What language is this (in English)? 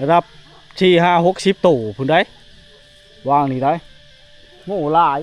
Lao